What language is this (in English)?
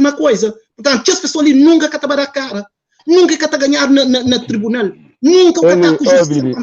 Kabuverdianu